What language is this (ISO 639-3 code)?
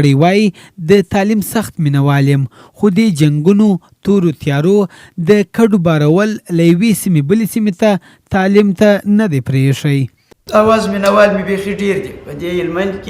pus